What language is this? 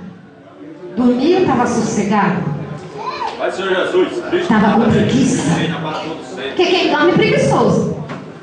Portuguese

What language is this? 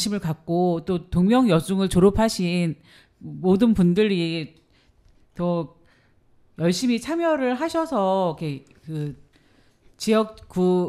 Korean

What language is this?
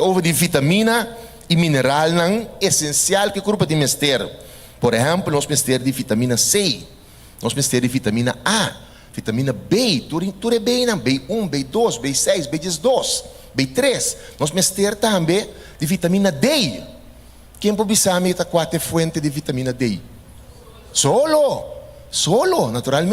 Papiamento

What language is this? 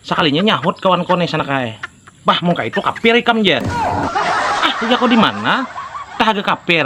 Banjar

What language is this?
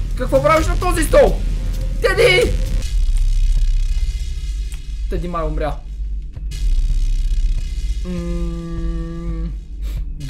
Bulgarian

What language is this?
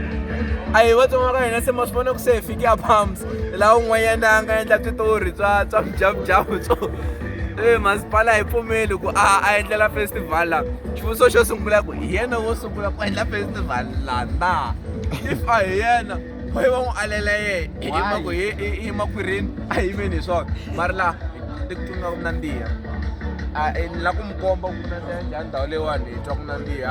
Tsonga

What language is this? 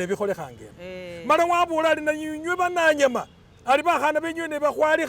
Masaaba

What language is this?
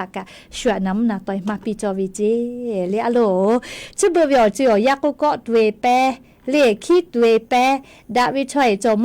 Lahu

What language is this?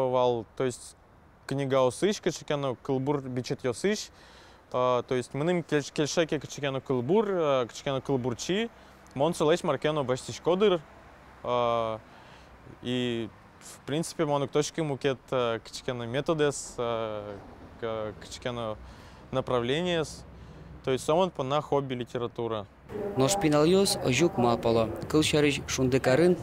Udmurt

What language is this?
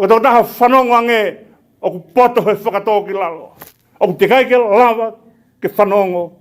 Tongan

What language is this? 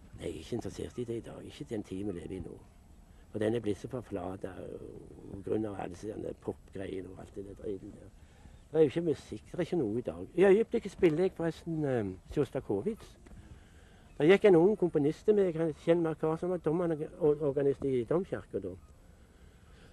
Norwegian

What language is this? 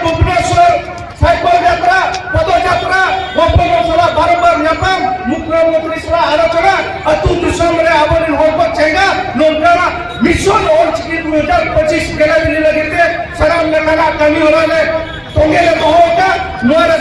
Santali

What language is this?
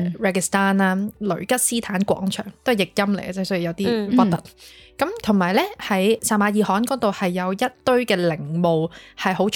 Cantonese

